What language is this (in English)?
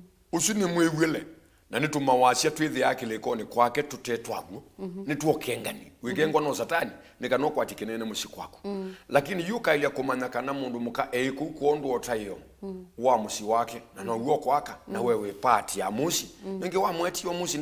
Kamba